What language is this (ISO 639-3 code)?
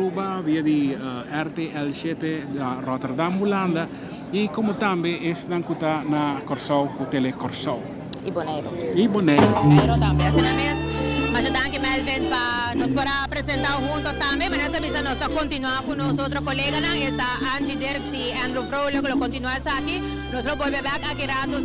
pap